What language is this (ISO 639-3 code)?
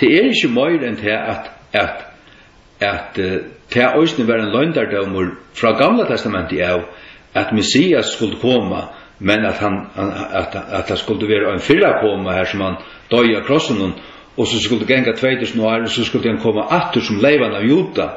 fao